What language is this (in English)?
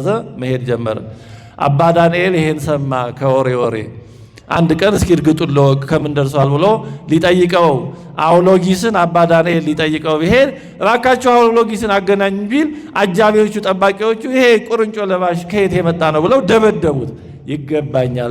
Amharic